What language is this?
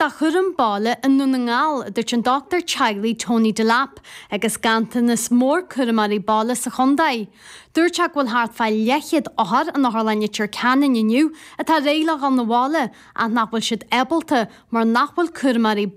Irish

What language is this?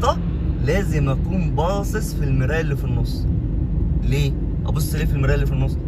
Egyptian Arabic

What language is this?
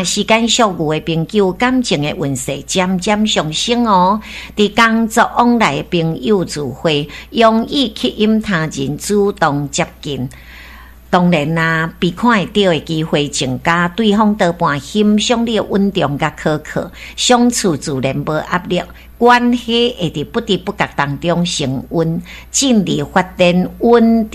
Min Nan Chinese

